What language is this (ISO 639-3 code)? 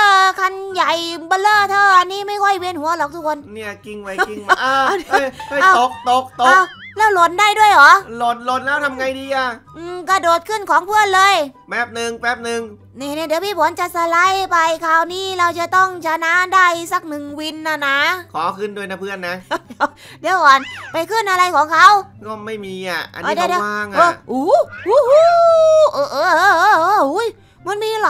tha